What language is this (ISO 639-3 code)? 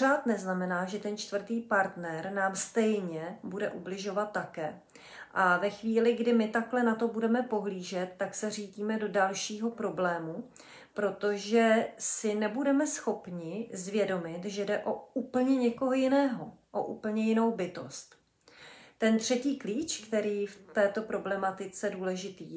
ces